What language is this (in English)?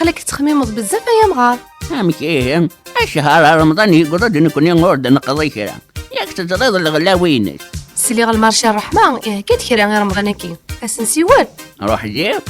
Kabyle